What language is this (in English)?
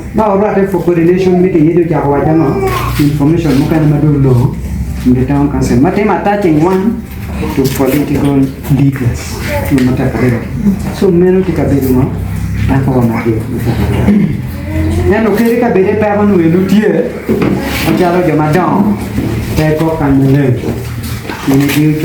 Acoli